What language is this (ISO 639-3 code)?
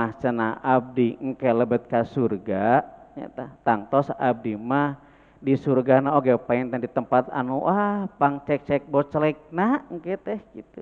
sun